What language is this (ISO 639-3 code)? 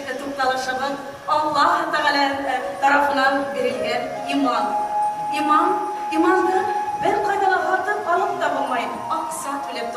bak